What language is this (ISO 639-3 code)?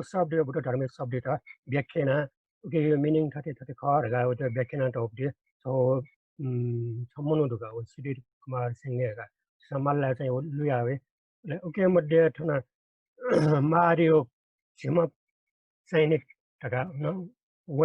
new